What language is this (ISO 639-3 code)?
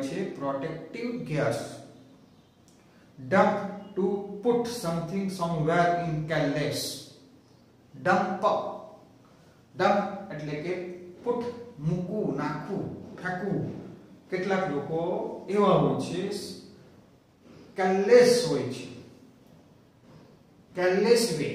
guj